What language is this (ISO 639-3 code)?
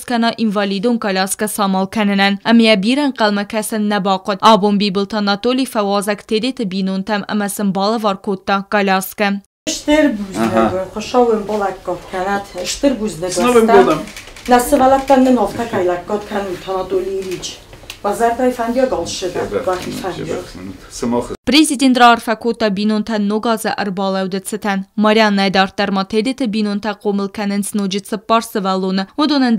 oss